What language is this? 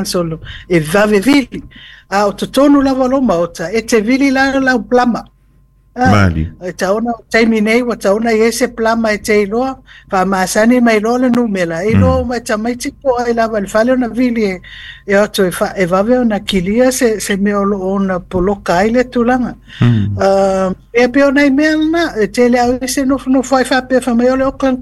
Samoan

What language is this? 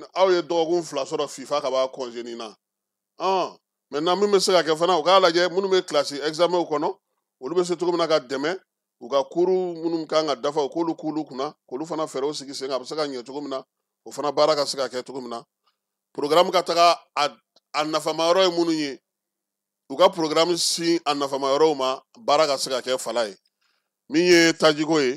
Bambara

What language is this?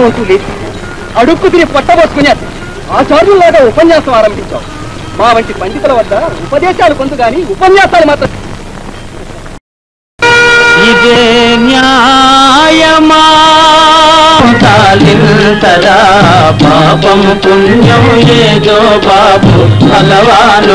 Telugu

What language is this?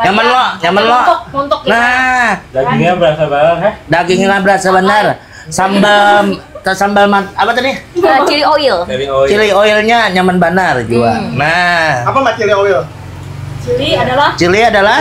Banjar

